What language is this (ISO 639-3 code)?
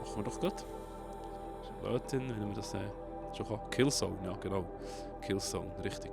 gsw